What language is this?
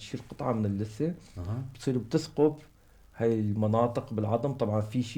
North Levantine Arabic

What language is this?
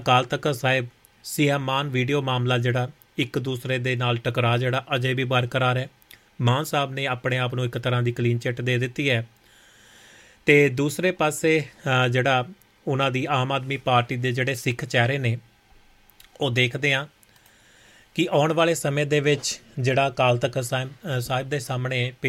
Punjabi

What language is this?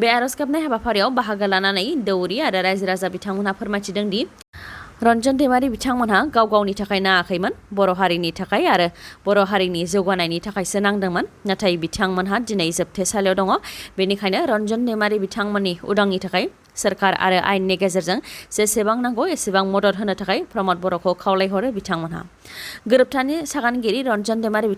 Bodo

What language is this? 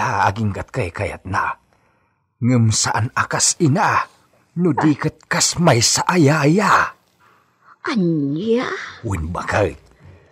Iloko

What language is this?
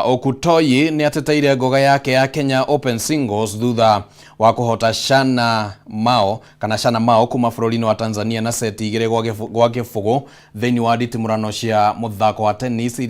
Kikuyu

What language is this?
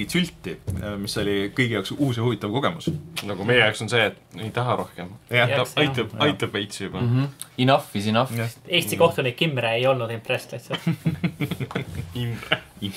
Estonian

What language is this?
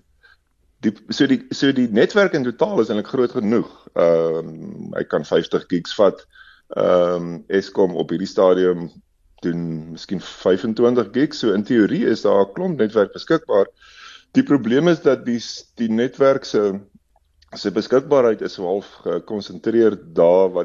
Afrikaans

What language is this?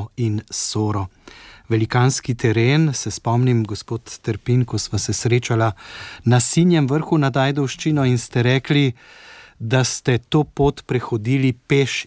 Slovenian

